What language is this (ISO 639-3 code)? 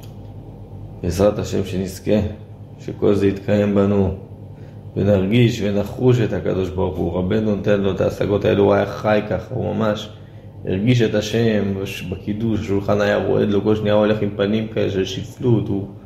heb